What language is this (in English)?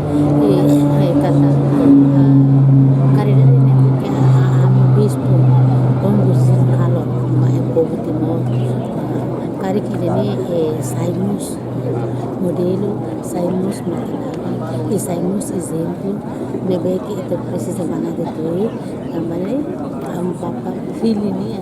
Tetum